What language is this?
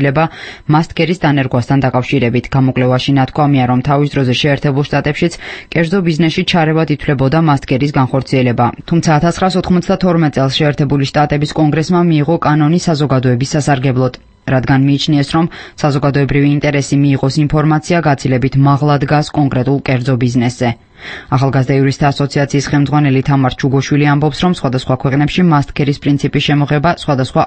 Georgian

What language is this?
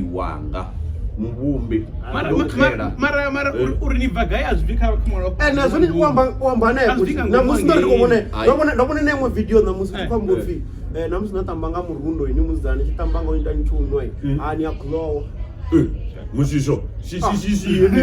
Venda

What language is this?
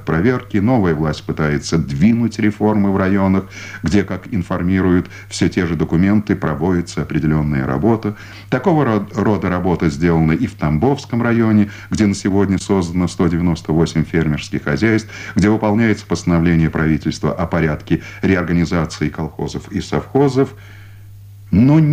Russian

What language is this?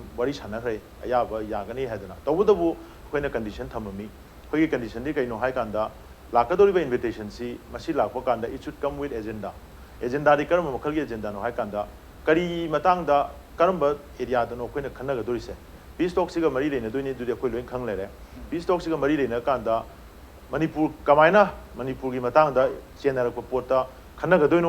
Manipuri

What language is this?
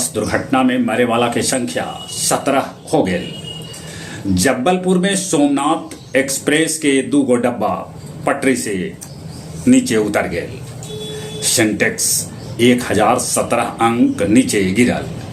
Magahi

